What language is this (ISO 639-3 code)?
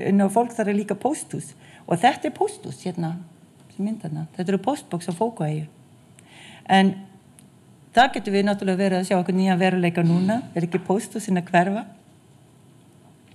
isl